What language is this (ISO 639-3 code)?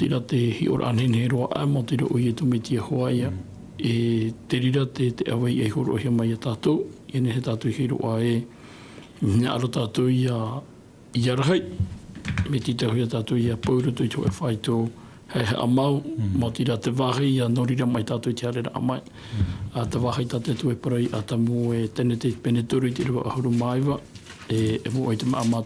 tah